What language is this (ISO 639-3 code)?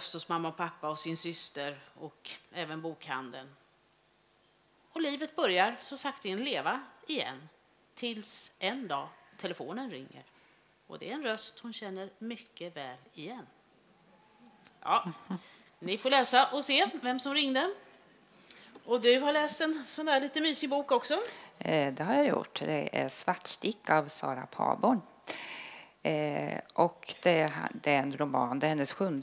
swe